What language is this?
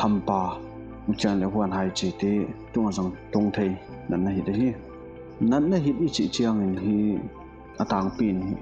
Paite Chin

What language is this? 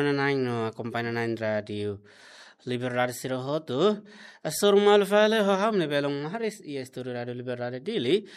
Tetum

